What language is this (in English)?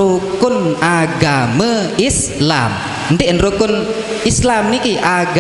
Sasak